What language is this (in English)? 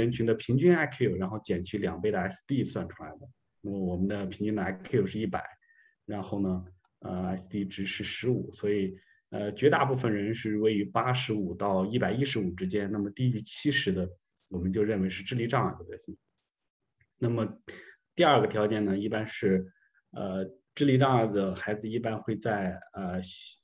Chinese